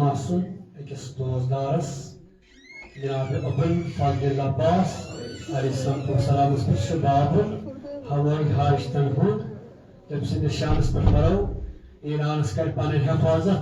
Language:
Kashmiri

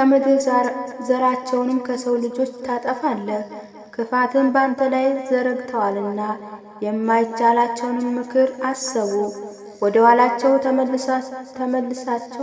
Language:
Amharic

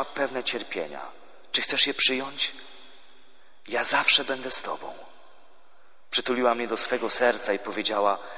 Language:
Polish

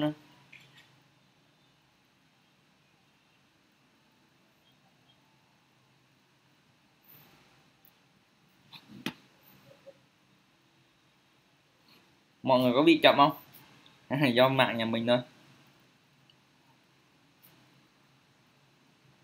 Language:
Vietnamese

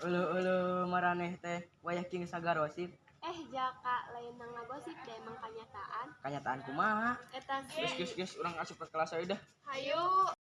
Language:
Sundanese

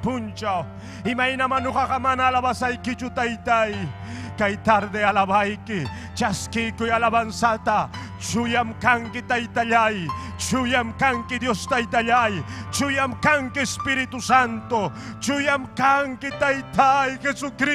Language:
Ayacucho Quechua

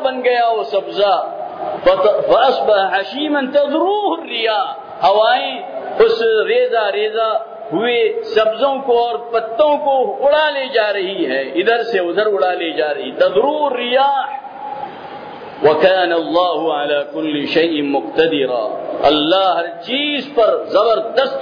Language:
Urdu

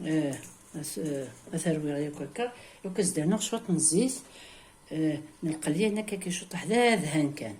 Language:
Kabyle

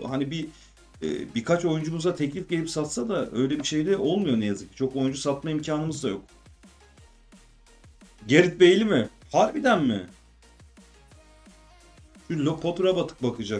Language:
Turkish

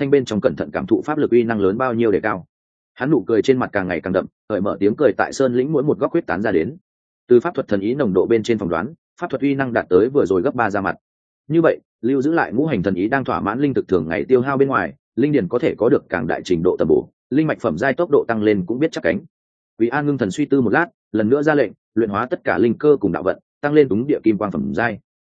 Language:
Vietnamese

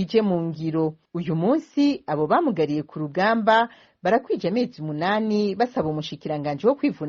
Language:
Rundi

